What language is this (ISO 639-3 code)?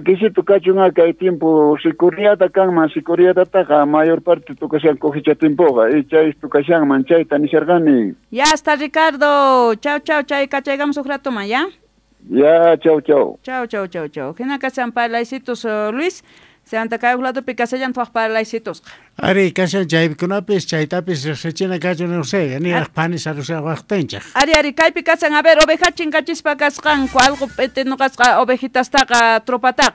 quh